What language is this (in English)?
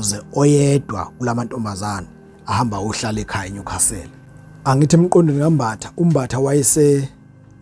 Zulu